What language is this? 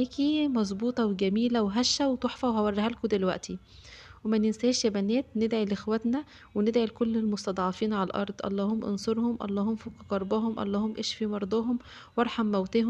Egyptian Arabic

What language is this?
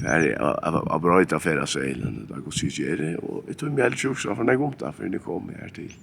Faroese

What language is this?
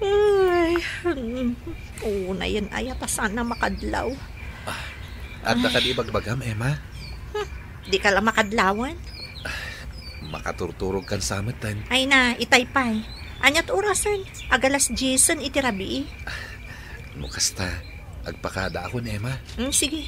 Iloko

